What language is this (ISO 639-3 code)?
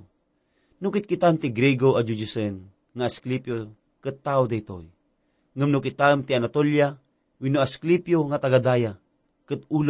ilo